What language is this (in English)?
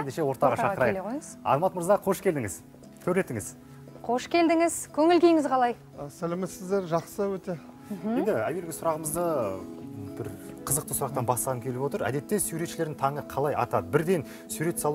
Kazakh